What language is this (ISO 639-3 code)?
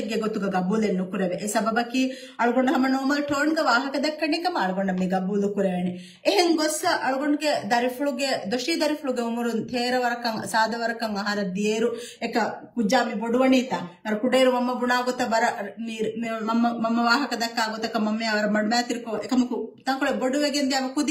div